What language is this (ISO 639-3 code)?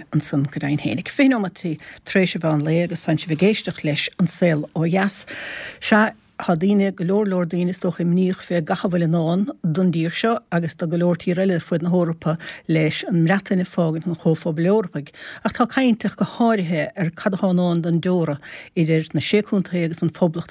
gle